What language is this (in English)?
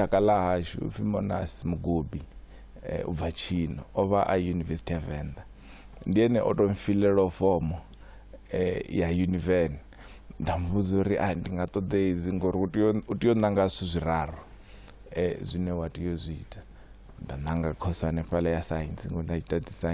Venda